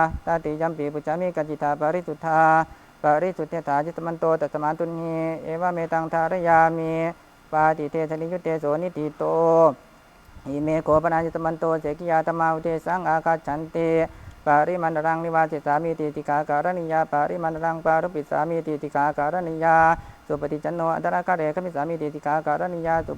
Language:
Pali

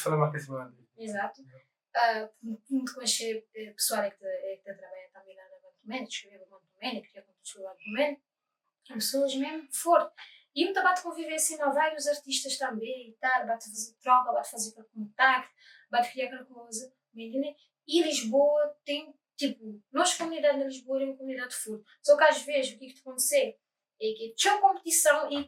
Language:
Kabuverdianu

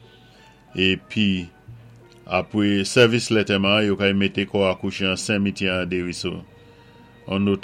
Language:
Saint Lucian Creole French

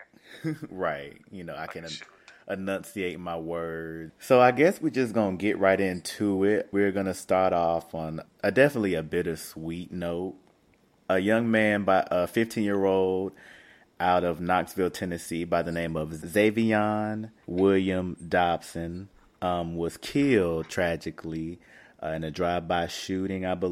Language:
English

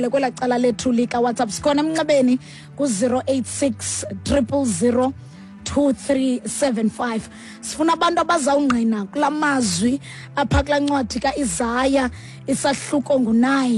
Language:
Xhosa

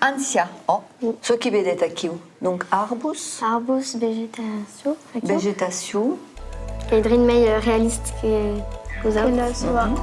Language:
Occitan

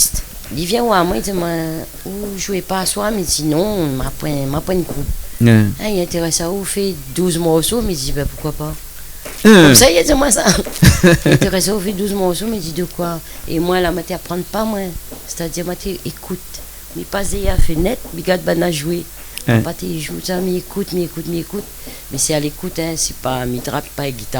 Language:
Réunion Creole French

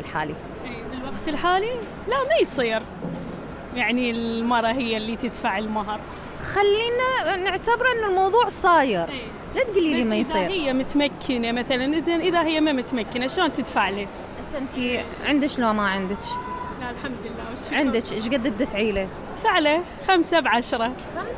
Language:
Mesopotamian Arabic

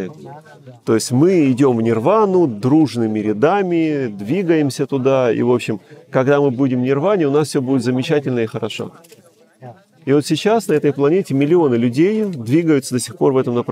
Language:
Russian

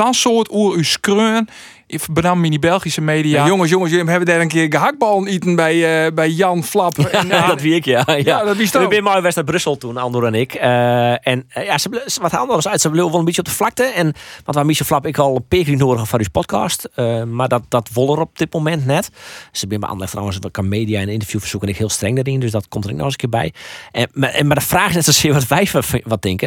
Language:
Western Frisian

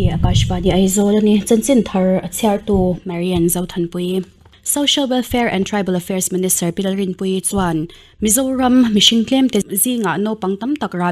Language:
Mizo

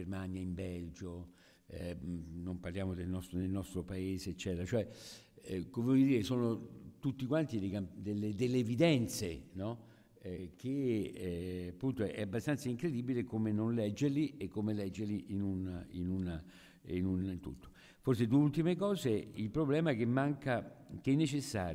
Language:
Italian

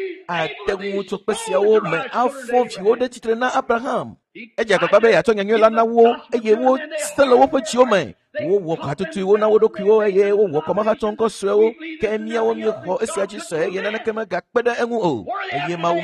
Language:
Ewe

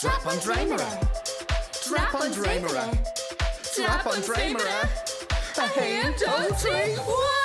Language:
Irish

